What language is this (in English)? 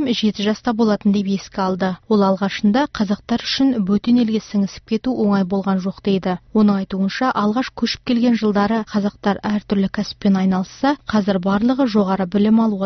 Kazakh